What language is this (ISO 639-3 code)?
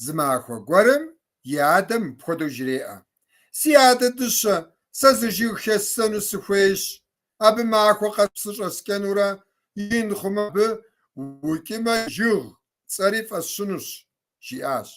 kbd